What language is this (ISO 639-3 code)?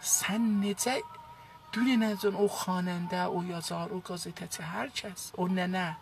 azb